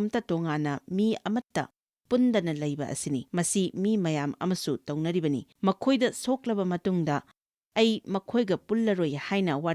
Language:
Manipuri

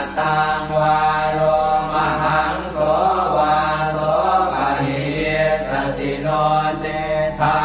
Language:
Pali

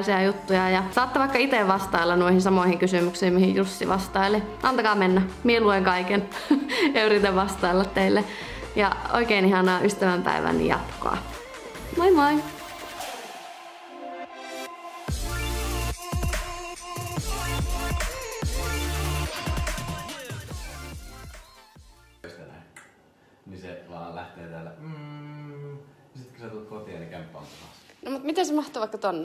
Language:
Finnish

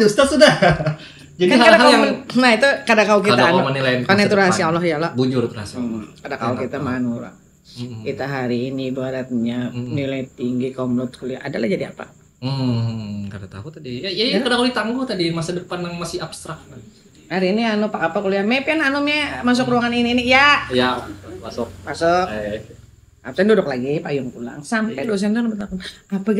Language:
Banjar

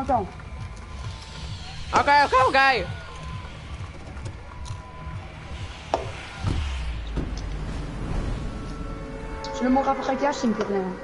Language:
Dutch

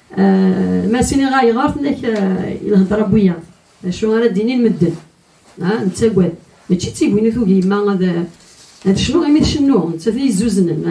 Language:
Kabyle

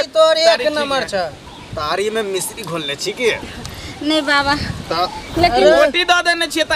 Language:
Maithili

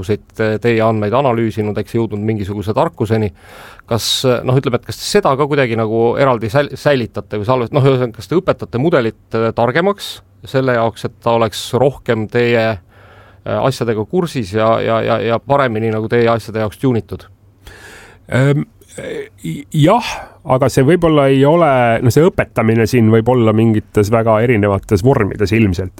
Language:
Estonian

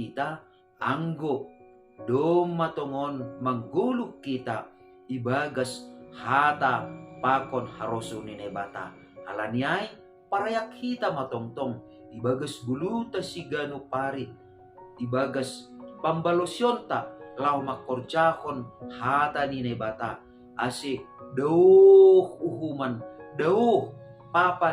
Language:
Batak Simalungun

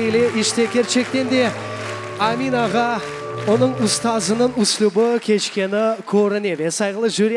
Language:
Crimean Tatar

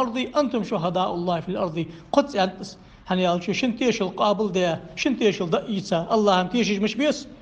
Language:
Ingush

